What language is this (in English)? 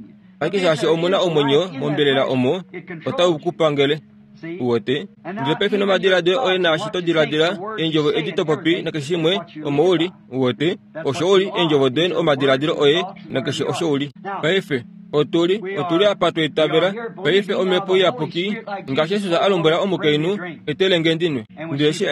Kuanyama